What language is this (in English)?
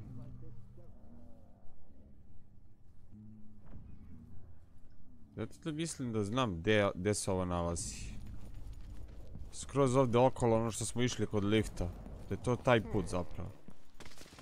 Croatian